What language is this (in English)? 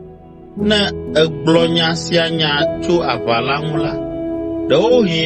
Ewe